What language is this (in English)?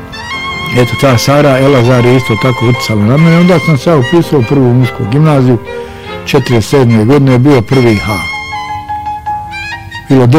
Bosnian